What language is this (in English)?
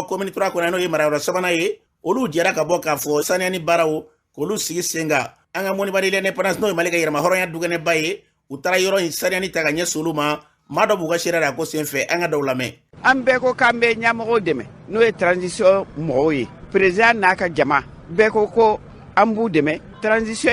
Bambara